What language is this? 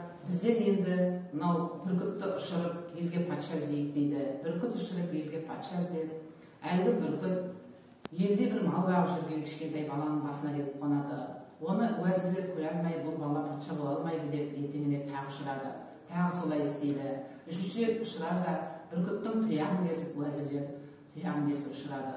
Kazakh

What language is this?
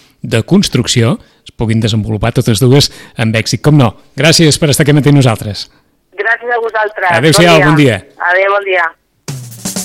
Catalan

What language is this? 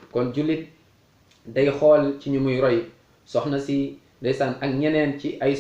Wolof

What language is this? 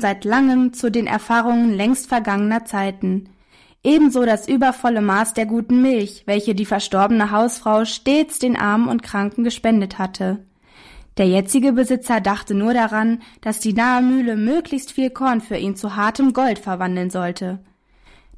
German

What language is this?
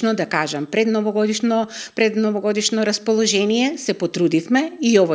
Macedonian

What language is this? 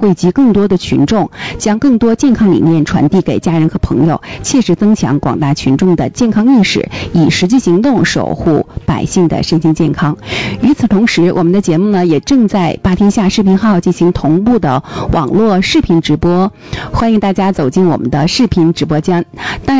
Chinese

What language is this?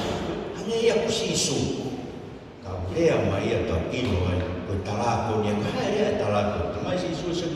Tongan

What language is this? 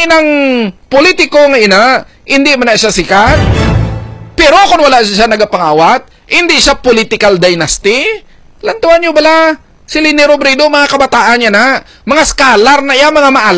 Hiligaynon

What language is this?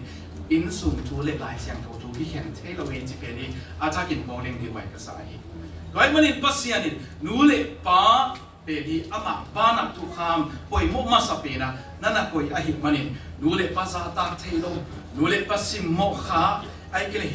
Tedim Chin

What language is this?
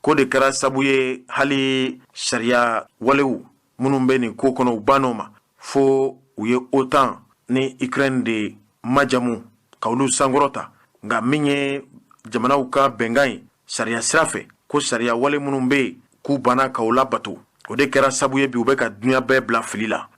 Bambara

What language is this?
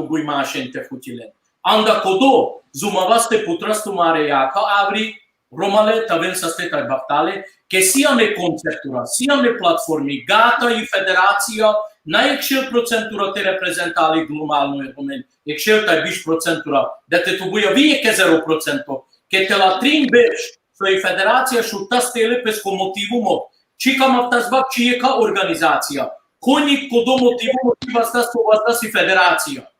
Balkan Romani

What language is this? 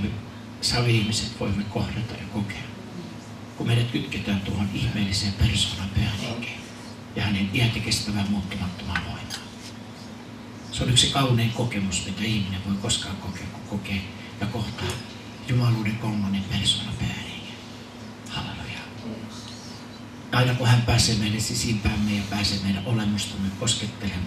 Finnish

